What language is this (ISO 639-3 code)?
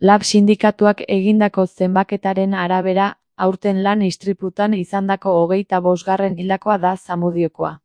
eus